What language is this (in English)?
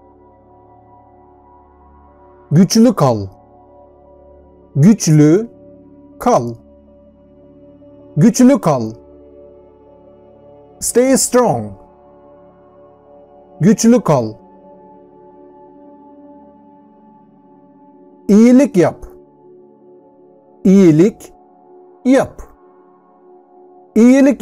Turkish